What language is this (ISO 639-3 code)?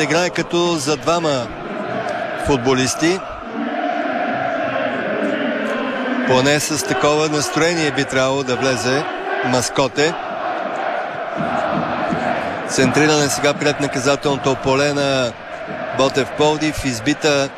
bul